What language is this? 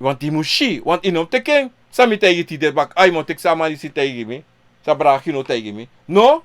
Sranan Tongo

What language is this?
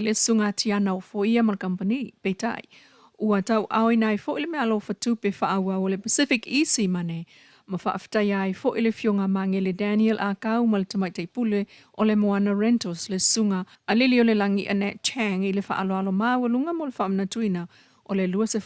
Samoan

